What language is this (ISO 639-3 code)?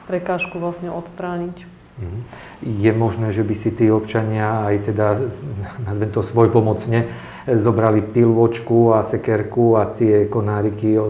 slk